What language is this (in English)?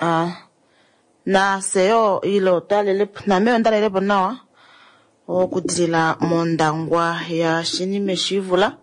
Kuanyama